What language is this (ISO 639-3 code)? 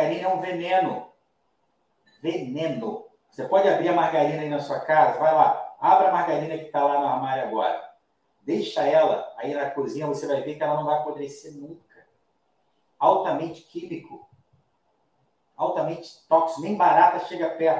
por